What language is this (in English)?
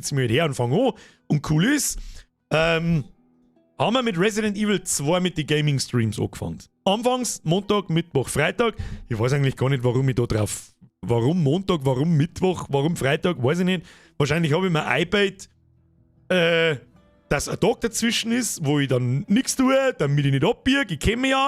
Bavarian